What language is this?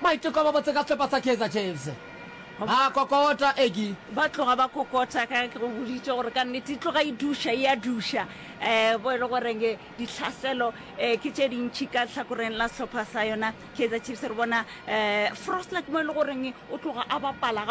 Northern Sotho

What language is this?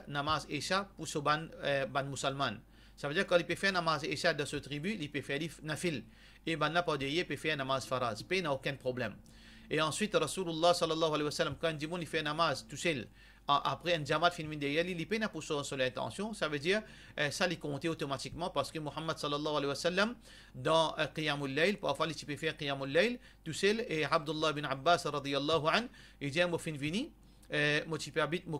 Morisyen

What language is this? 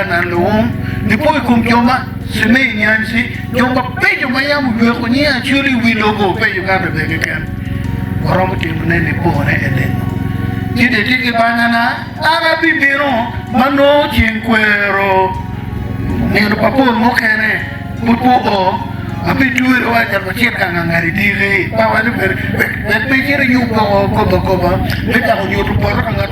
Acoli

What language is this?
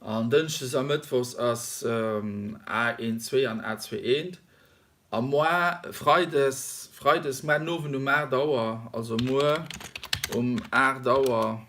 Luxembourgish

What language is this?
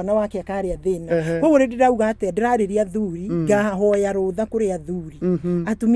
Kikuyu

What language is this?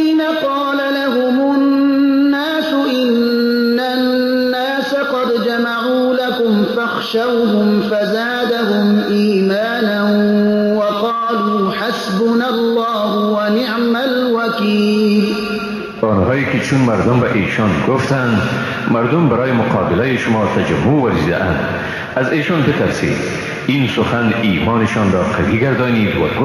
Persian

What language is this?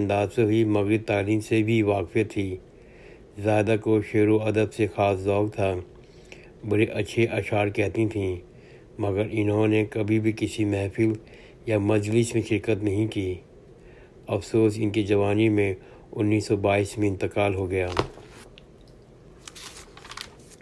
Urdu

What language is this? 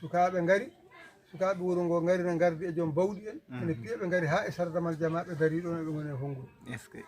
Fula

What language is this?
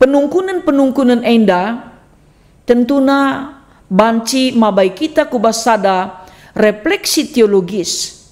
Batak Karo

